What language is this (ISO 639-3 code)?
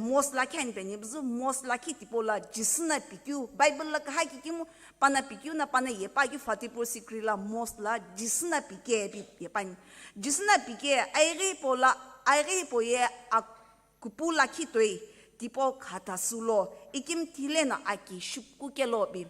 nsm